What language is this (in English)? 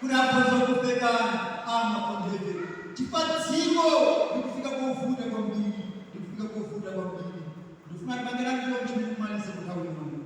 Nyanja